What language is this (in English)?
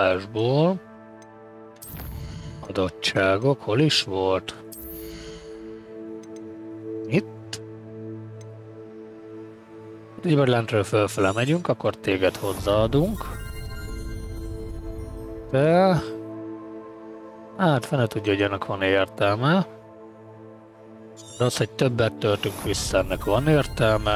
Hungarian